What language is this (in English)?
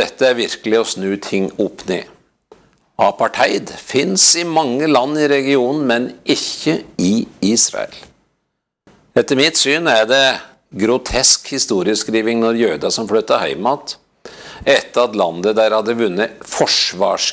Norwegian